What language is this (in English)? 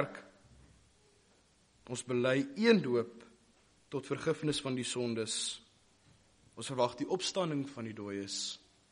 Afrikaans